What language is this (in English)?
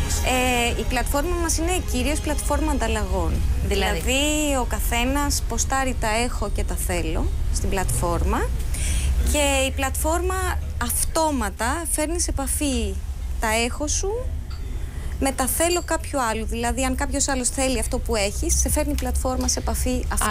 Greek